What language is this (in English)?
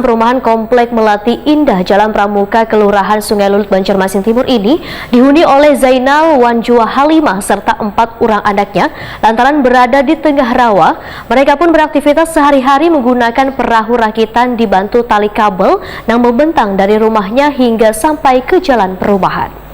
Banjar